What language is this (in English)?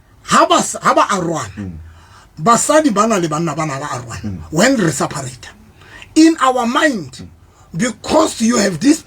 Southern Sotho